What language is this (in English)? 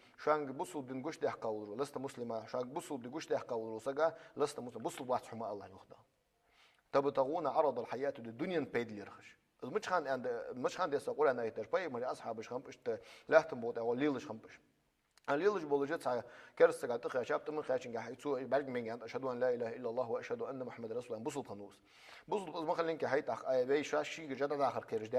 Ingush